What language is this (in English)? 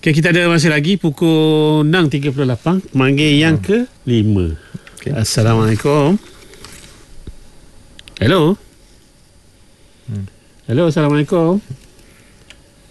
Malay